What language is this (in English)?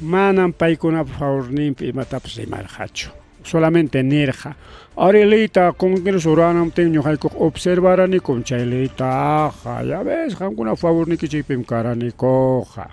Ayacucho Quechua